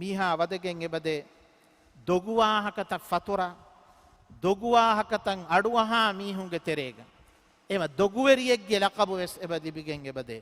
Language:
Divehi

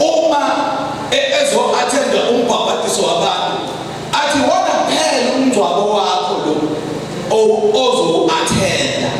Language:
Zulu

